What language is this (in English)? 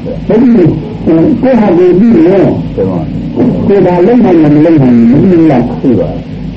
Burmese